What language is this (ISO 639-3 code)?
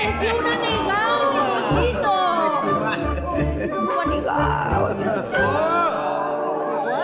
spa